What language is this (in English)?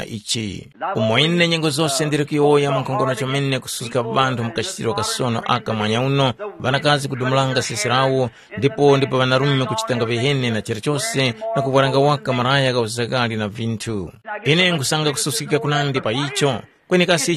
Tumbuka